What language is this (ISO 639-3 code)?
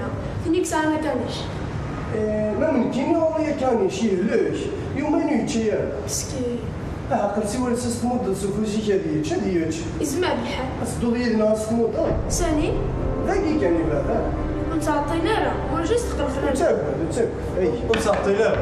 kab